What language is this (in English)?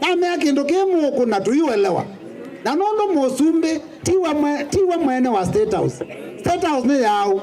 Kamba